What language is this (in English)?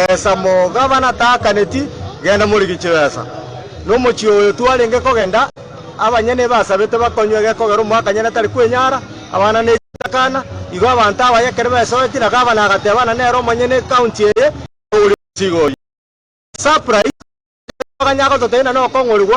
Gusii